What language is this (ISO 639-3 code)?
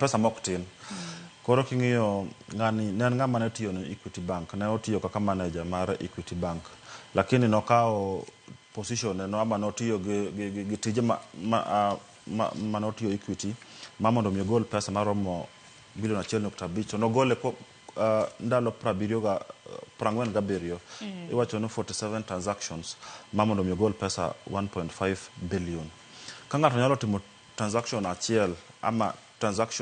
luo